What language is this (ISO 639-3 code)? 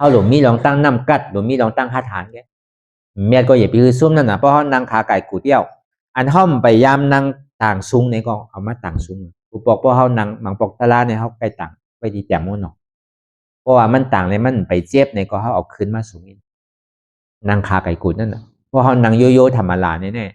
shn